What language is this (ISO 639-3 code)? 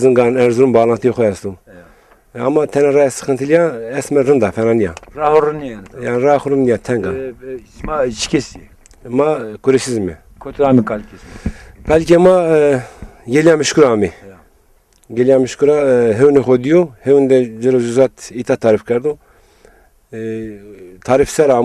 zza